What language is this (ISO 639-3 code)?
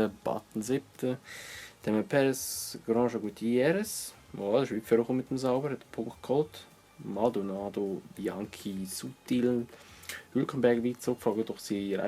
gsw